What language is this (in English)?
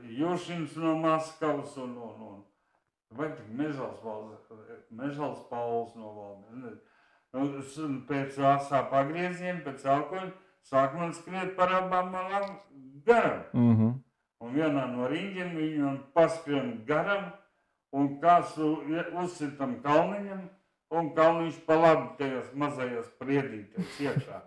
Latvian